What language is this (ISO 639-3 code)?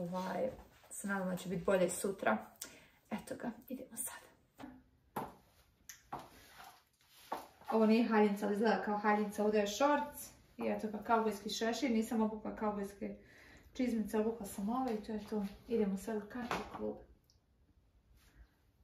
hrv